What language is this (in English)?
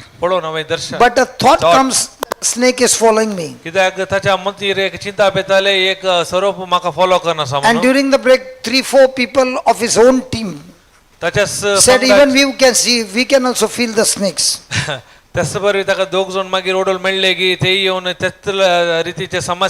Konkani